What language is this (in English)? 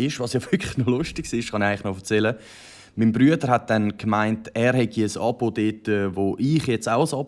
Swiss German